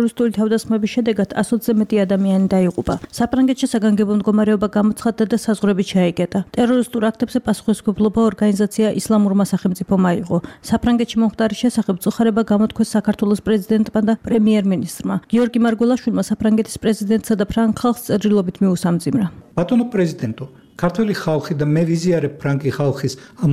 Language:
Georgian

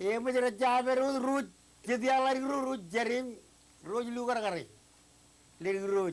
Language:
Marshallese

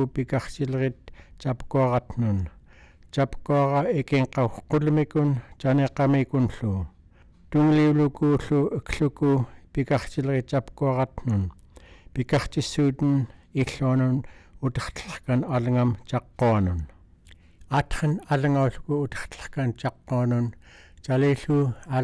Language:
Central Yupik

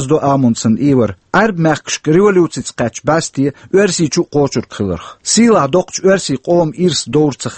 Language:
Chechen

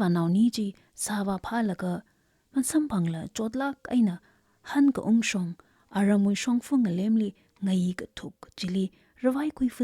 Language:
Tangkhul Naga (India)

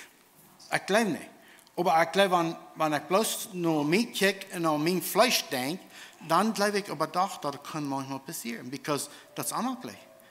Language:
Plautdietsch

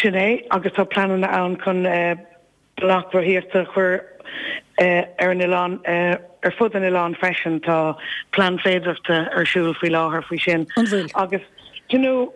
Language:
Irish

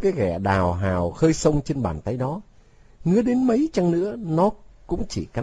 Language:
Vietnamese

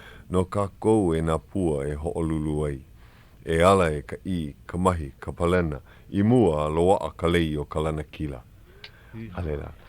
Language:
Hawaiian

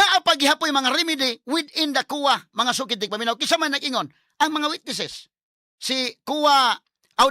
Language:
Cebuano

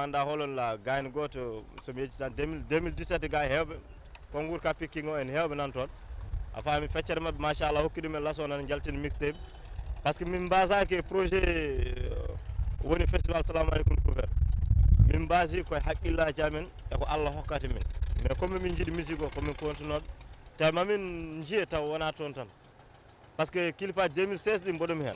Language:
Fula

